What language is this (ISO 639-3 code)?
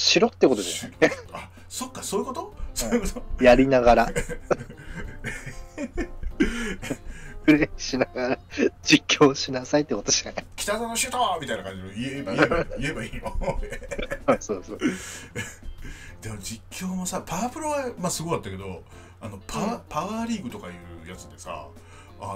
jpn